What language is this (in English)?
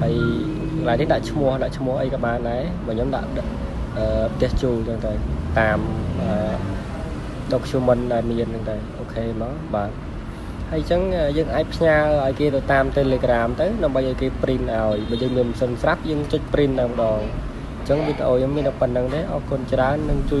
Khmer